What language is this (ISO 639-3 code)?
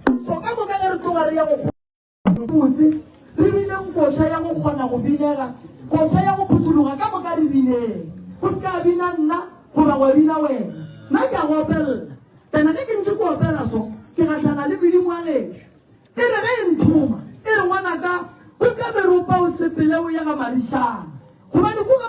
nso